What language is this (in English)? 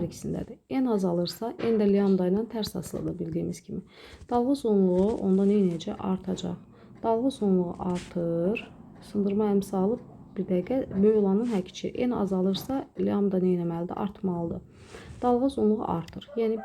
Azerbaijani